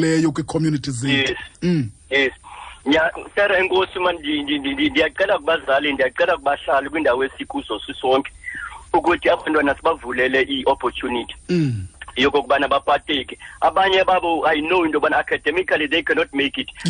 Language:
Xhosa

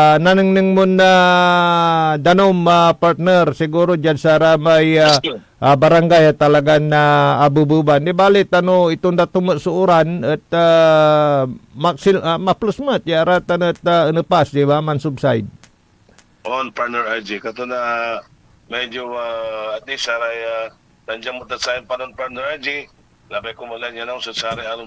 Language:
Pangasinan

